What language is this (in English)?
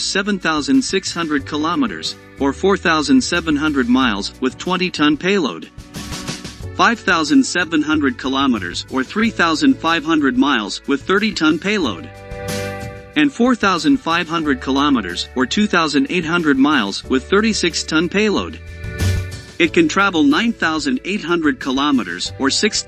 English